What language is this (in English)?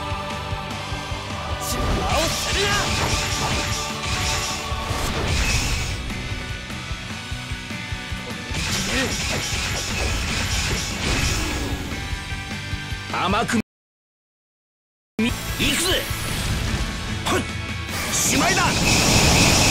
Japanese